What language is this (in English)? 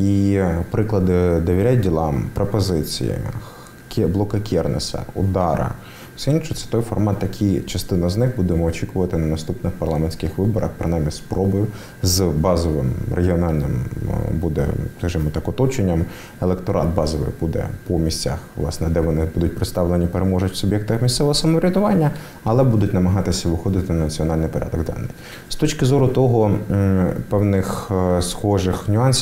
Ukrainian